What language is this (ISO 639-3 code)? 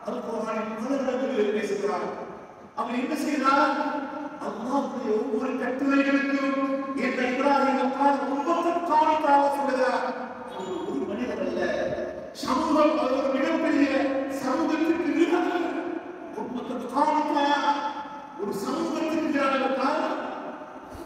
tam